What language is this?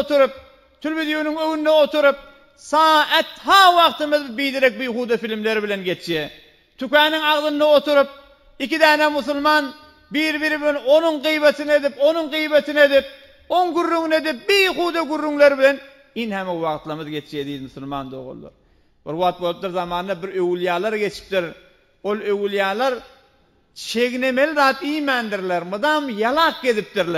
Turkmen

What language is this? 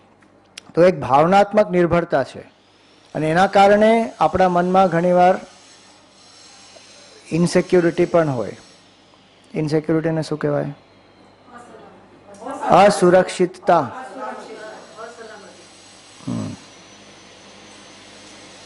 Gujarati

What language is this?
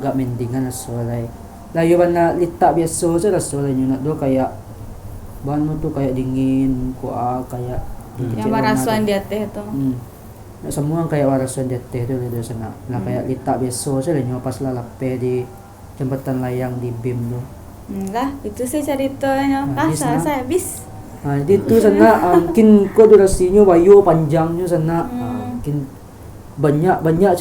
Minangkabau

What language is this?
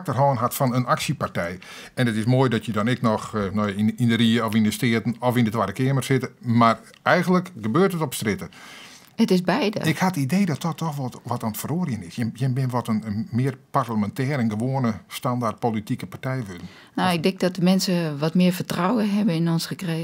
Western Frisian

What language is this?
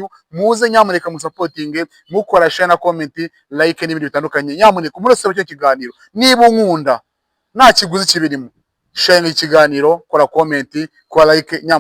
Kinyarwanda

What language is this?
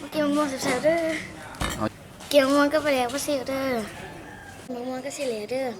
Lao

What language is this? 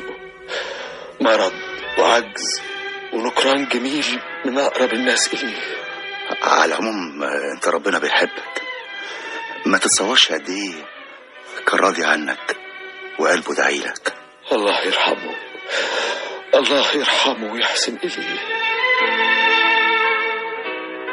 Egyptian Arabic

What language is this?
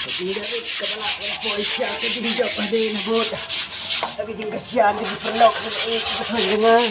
Khasi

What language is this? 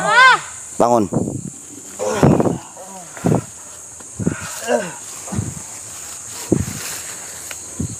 Indonesian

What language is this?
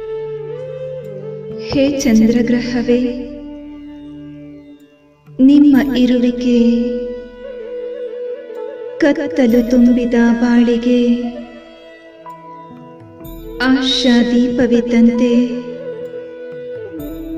Kannada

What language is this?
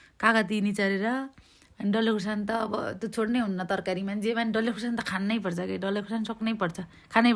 Nepali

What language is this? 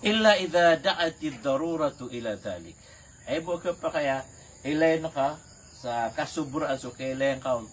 Maranao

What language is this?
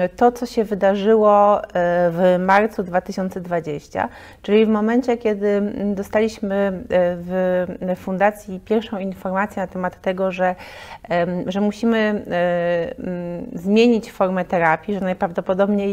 Polish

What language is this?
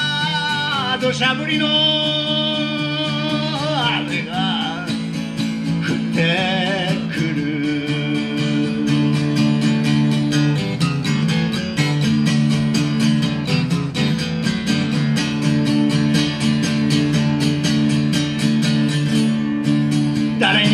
Japanese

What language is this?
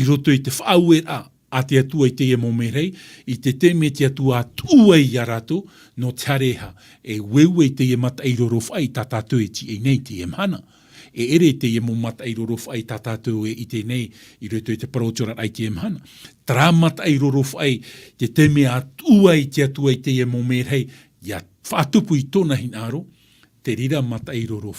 Tahitian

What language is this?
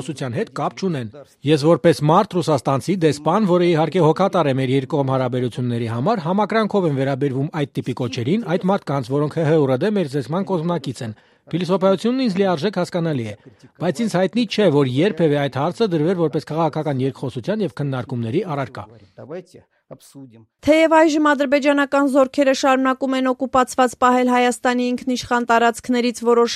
Armenian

